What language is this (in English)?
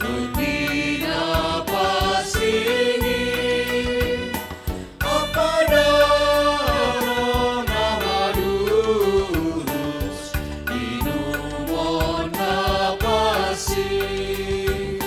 Batak Simalungun